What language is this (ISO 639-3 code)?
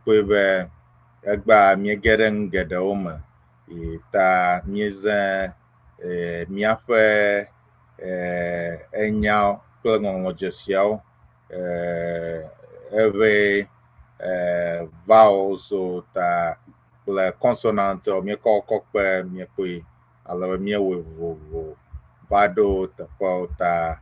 ewe